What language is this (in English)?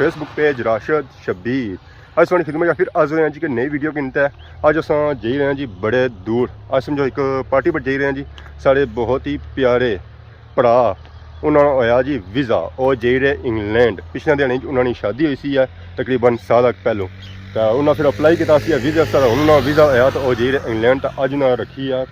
Pahari-Potwari